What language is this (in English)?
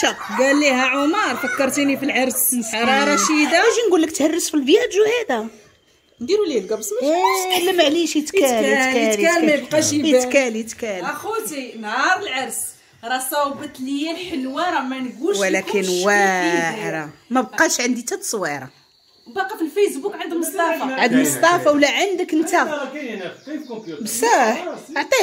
Moroccan Arabic